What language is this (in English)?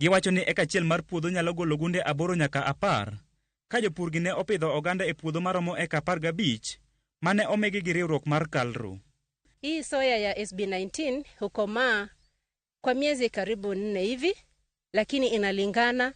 Luo (Kenya and Tanzania)